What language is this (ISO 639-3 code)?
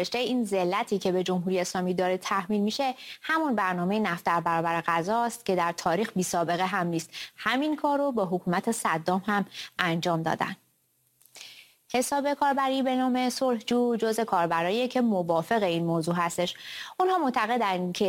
fas